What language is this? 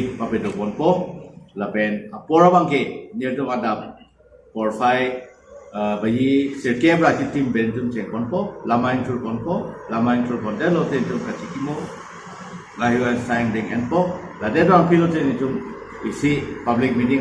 Karbi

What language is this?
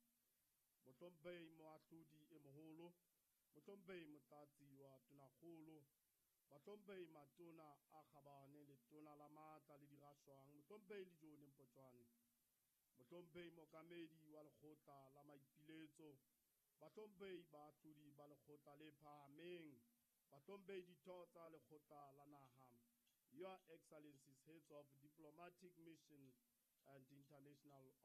Southern Sotho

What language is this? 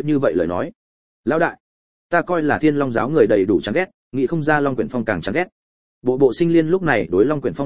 Vietnamese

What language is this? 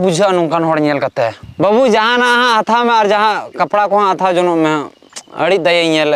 Santali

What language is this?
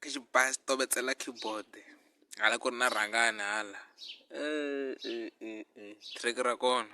Tsonga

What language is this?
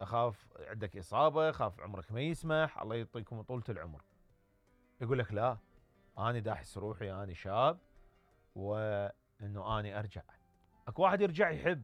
Mesopotamian Arabic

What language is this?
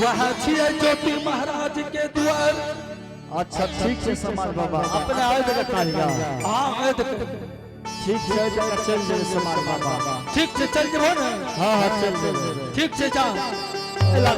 Angika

